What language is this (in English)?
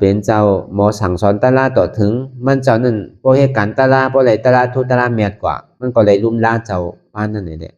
Shan